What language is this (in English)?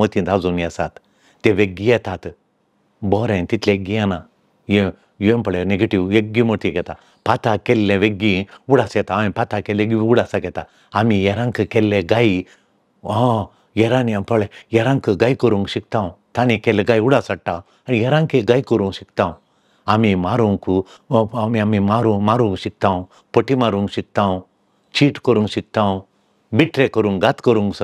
Konkani